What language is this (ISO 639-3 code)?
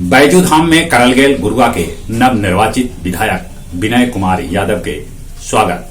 mag